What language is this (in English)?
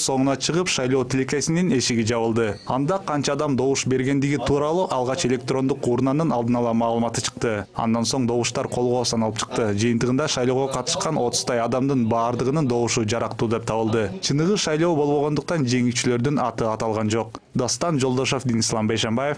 Kyrgyz